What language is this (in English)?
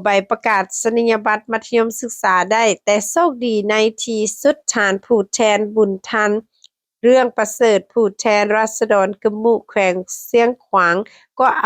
Lao